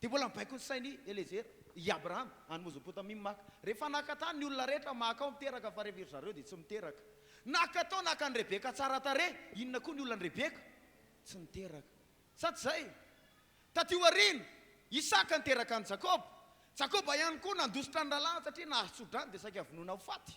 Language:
Malagasy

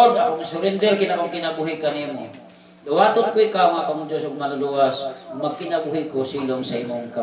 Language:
Cebuano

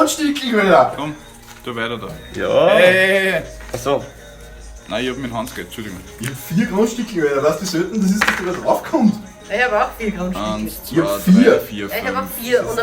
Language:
Bavarian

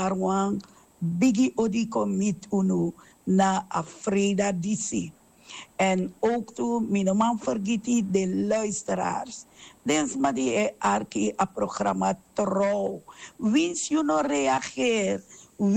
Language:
Sranan Tongo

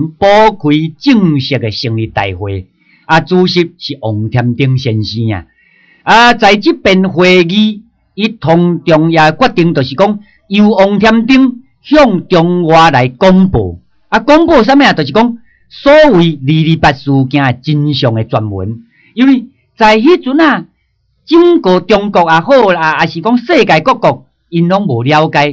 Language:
Min Nan Chinese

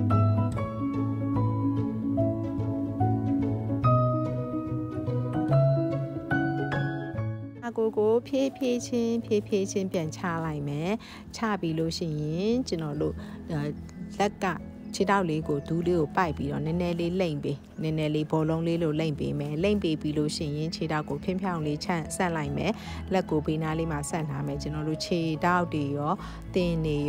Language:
Burmese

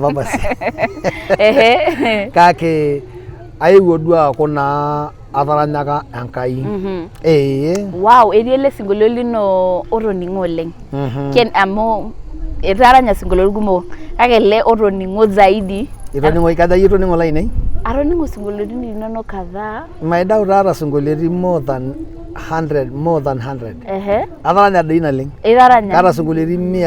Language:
Masai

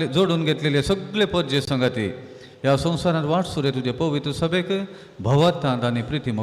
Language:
Konkani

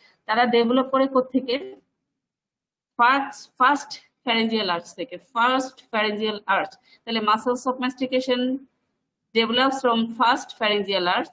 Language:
Bangla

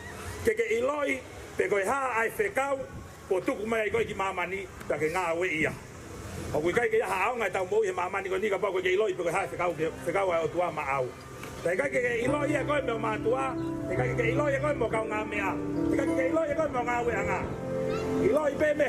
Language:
Tongan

